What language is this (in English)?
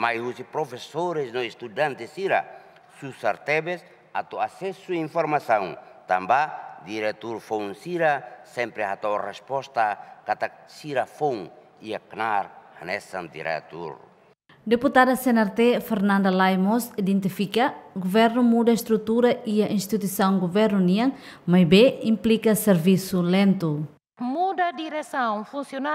Tetum